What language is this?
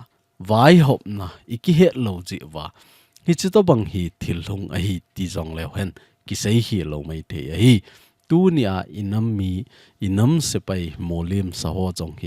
Thado Chin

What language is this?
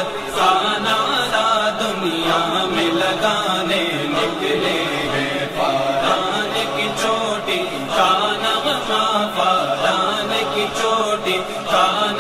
Urdu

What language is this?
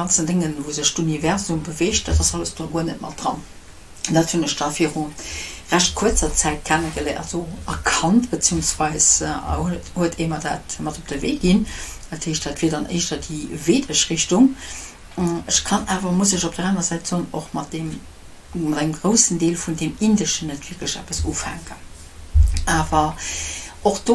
Luxembourgish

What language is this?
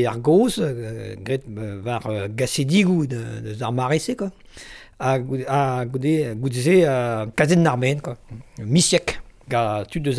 Breton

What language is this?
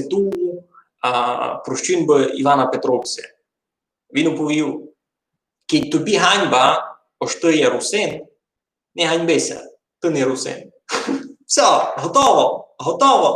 Rusyn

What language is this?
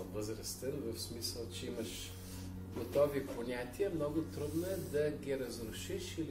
Bulgarian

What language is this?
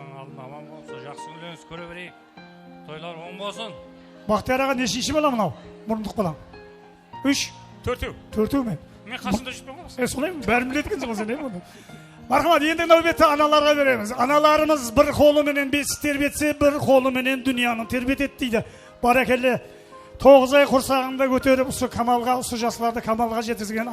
Kara-Kalpak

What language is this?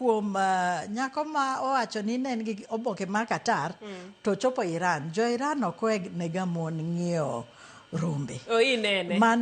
Luo (Kenya and Tanzania)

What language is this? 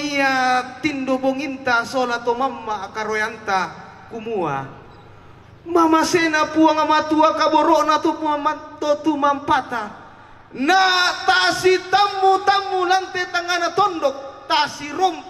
Toraja-Sa'dan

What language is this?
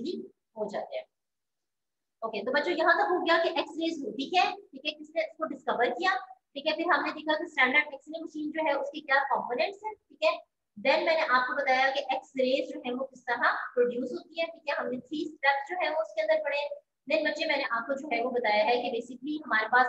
Hindi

